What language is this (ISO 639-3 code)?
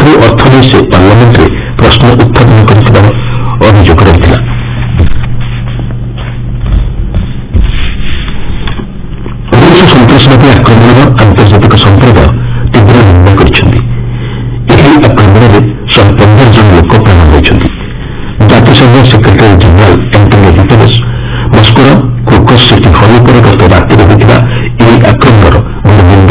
ori